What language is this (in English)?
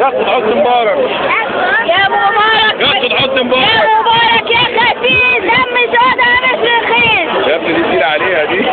Egyptian Arabic